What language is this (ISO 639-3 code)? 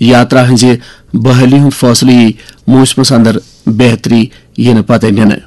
kas